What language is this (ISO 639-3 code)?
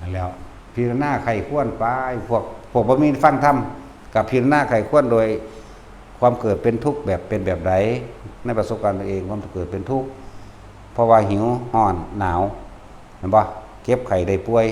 tts